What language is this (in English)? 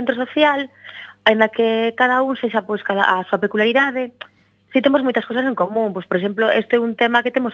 Galician